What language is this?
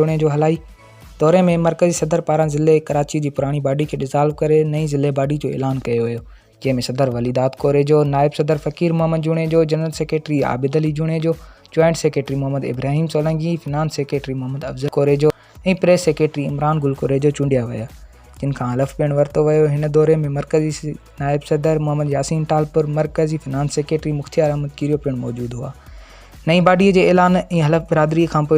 Sindhi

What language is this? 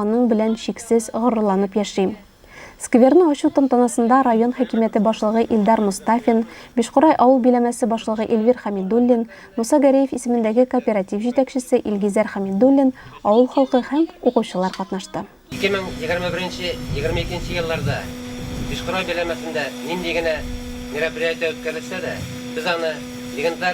Tatar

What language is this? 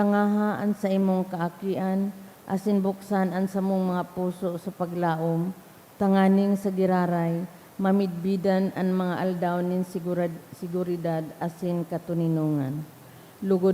Bikol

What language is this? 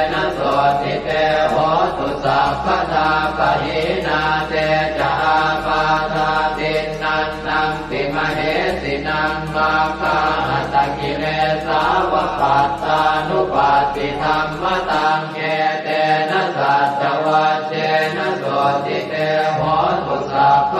Pali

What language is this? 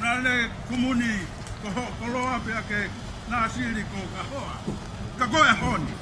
Tongan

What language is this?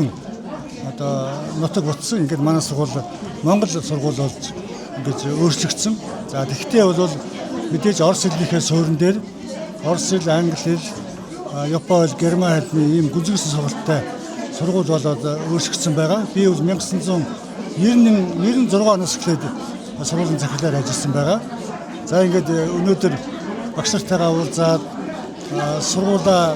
Mongolian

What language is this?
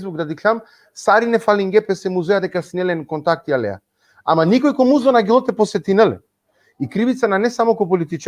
Balkan Romani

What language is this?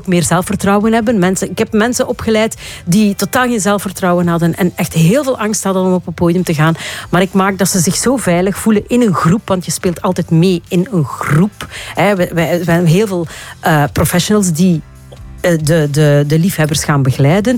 Dutch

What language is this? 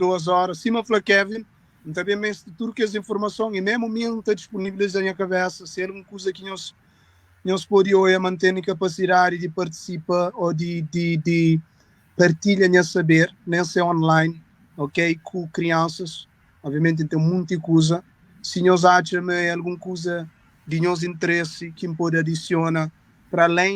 Kabuverdianu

